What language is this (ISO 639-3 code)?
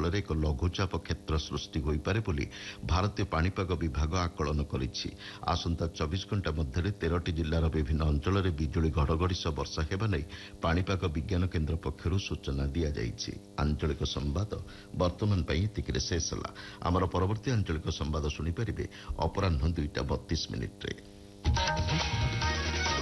ori